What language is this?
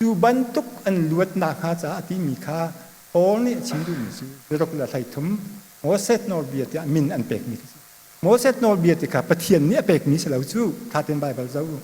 Hakha Chin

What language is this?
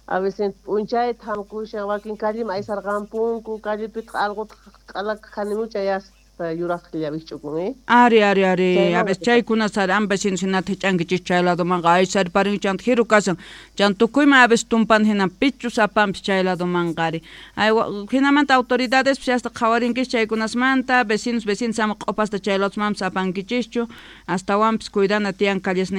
South Bolivian Quechua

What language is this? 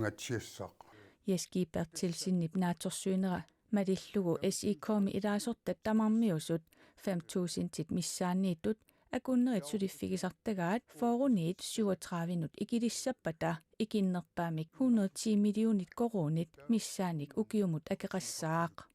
Kalaallisut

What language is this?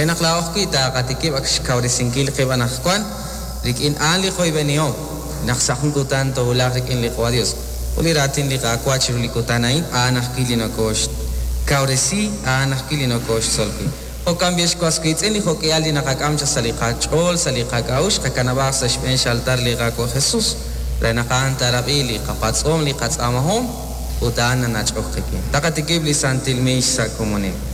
Kekchí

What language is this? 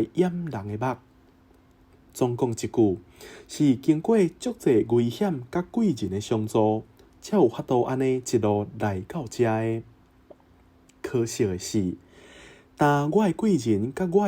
Min Nan Chinese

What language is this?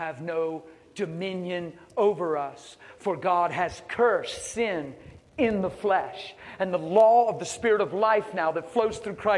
English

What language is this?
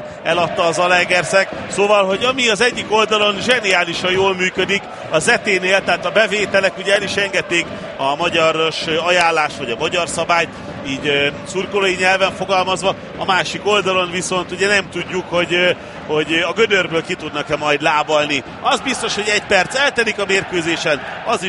Hungarian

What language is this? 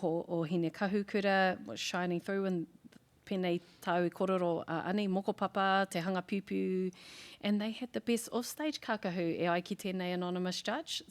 Māori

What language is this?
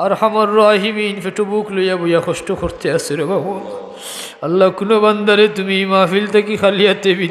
Sylheti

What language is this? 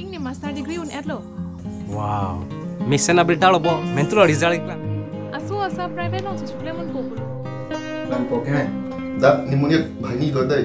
Karbi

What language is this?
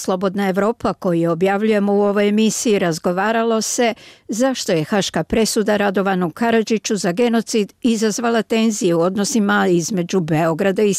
Bosnian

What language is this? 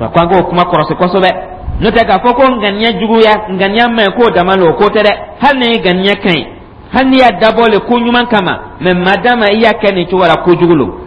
Dyula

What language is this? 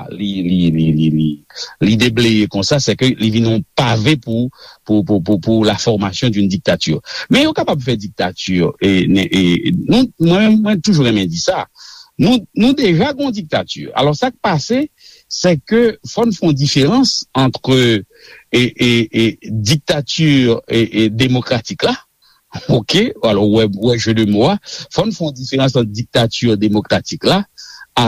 Haitian Creole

